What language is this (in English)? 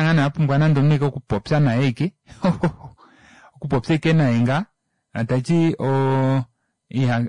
Kuanyama